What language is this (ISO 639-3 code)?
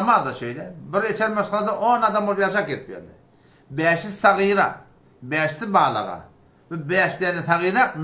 tuk